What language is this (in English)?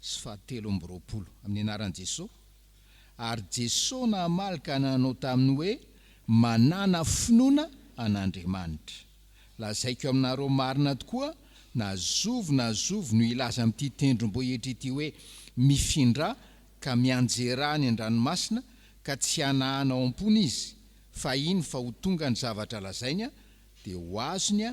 Malagasy